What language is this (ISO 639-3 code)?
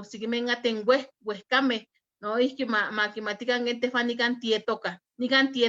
nhe